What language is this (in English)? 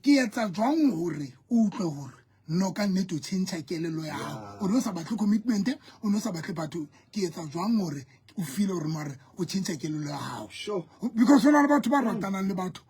Southern Sotho